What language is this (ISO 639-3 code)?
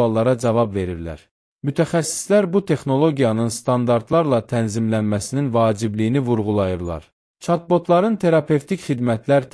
aze